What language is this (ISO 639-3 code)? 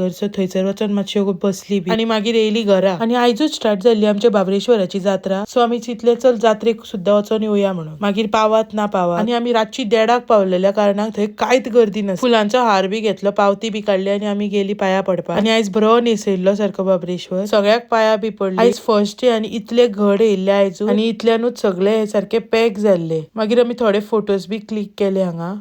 kok